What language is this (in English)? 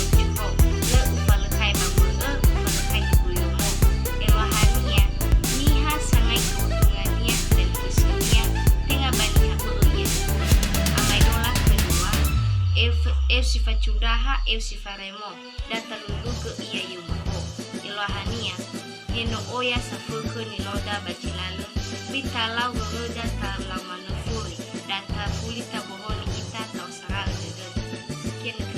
Nias